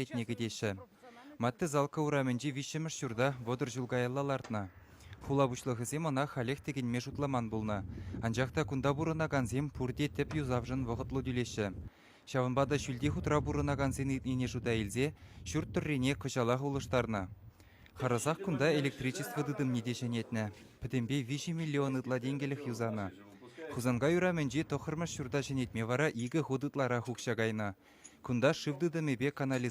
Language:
Chuvash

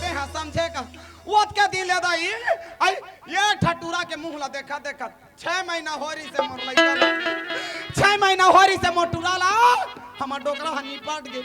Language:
Chhattisgarhi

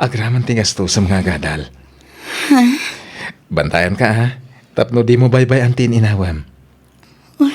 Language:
Iloko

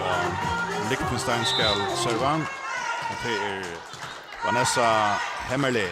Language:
Faroese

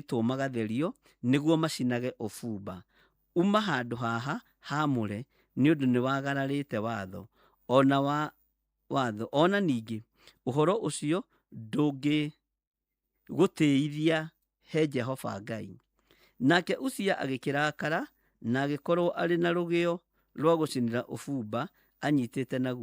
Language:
Kikuyu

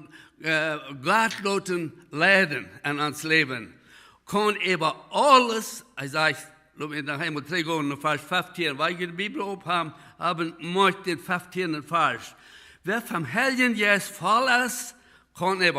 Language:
Plautdietsch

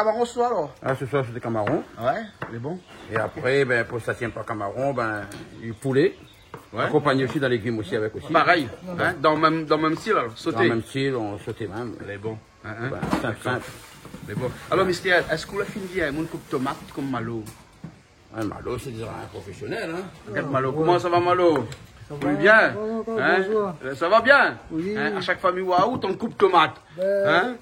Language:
Réunion Creole French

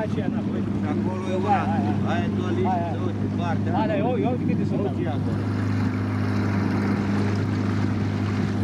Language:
Romanian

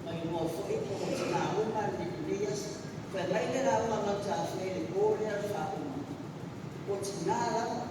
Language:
Samoan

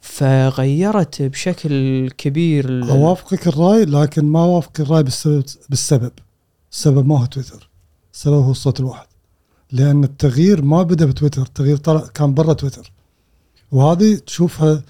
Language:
Gulf Arabic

